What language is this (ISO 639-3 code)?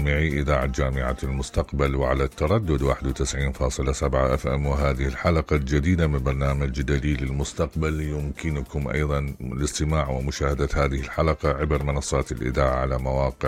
acm